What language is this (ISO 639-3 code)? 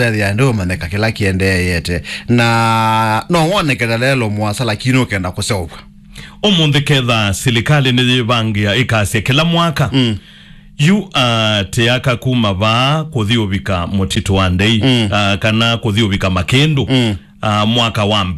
kam